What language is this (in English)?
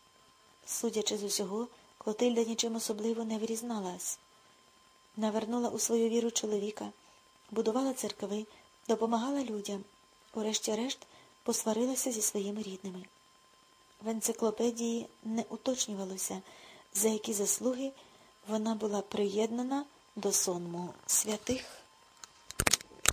Ukrainian